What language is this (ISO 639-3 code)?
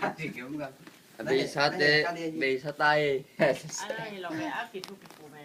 ctd